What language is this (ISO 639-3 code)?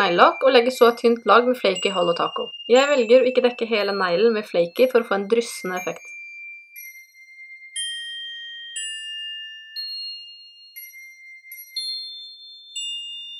nor